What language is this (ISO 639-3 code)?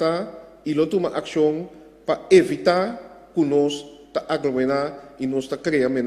pap